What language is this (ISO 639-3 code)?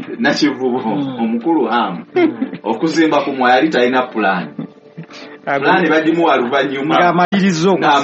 lug